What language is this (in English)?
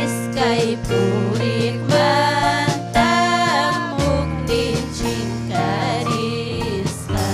Ayacucho Quechua